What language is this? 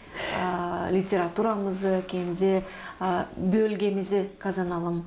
Gagauz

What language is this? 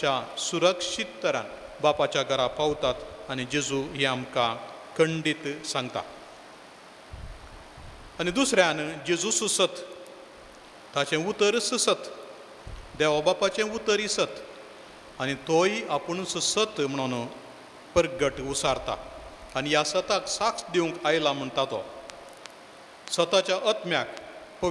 Konkani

